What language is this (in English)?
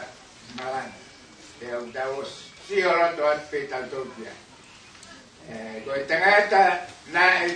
Tongan